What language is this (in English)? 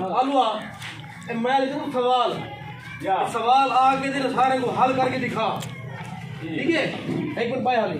Saraiki